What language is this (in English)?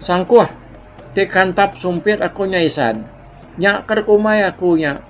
Iban